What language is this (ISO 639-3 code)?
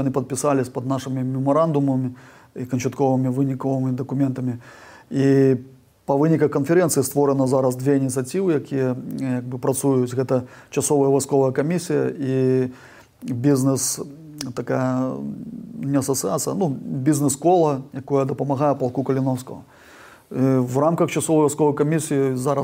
bel